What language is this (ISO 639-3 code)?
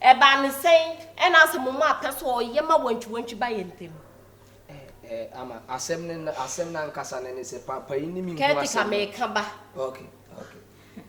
aka